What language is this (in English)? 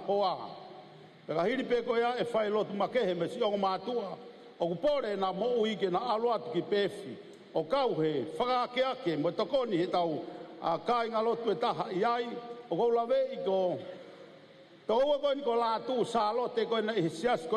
Tongan